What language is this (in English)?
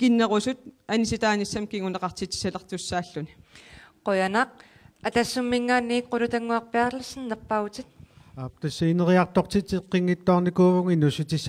Kalaallisut